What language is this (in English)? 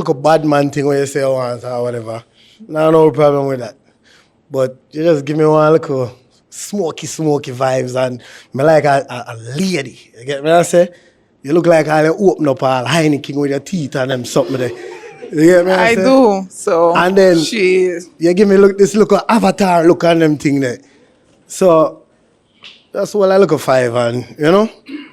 Jamaican Creole English